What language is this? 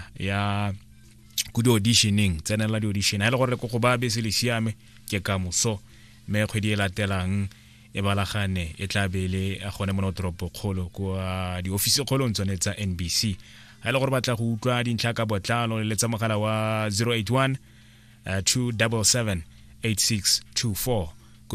Tswana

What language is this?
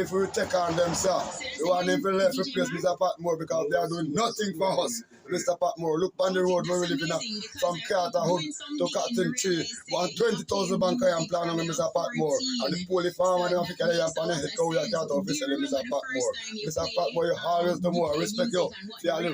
Jamaican Creole English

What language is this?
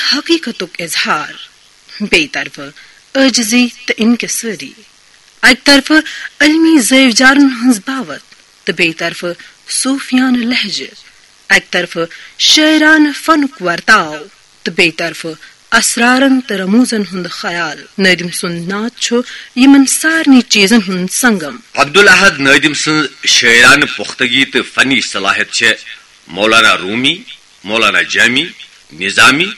Kashmiri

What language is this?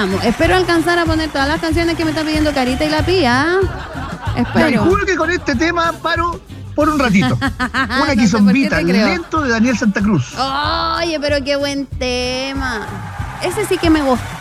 Spanish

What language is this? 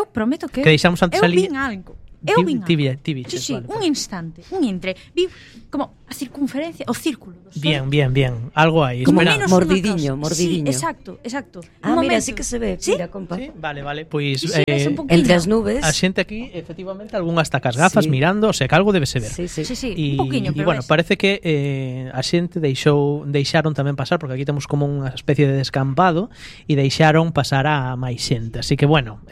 Galician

